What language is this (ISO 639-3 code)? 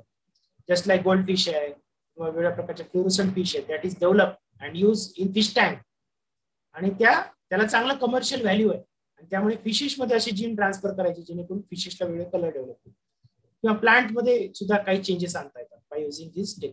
mar